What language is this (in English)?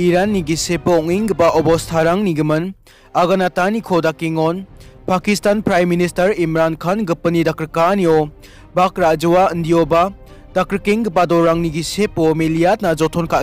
Garo